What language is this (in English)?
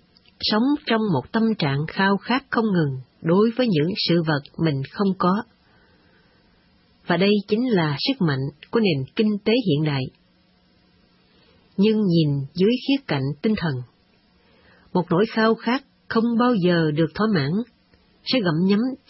Vietnamese